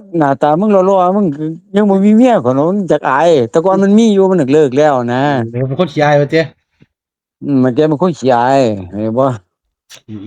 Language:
Northeastern Thai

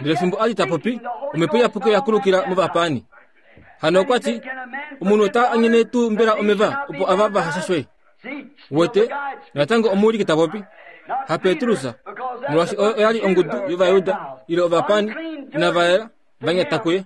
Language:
Kuanyama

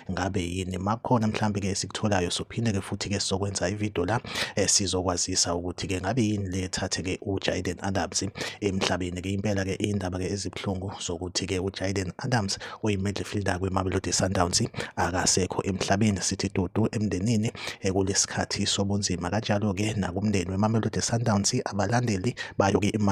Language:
Zulu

